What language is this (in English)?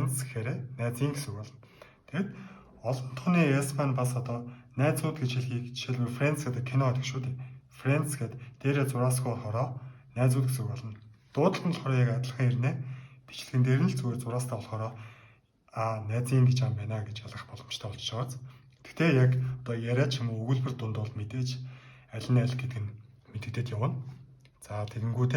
Mongolian